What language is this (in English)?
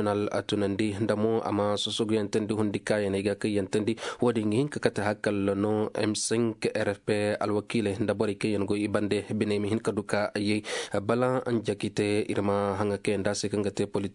Koyraboro Senni